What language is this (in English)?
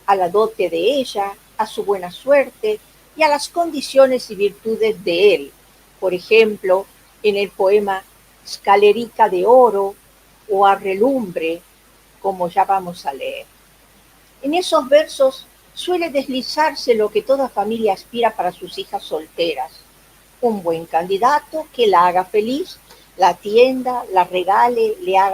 Ladino